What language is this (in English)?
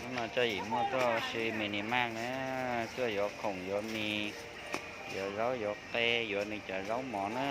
Hmong